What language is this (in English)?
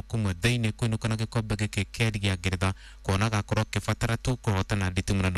Kikuyu